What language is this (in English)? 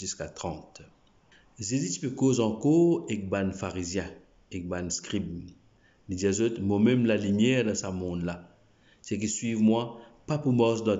Morisyen